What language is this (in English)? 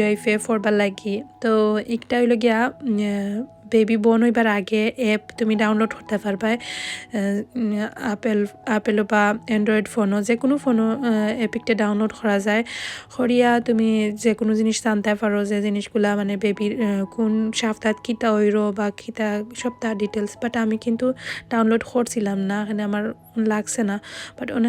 Sylheti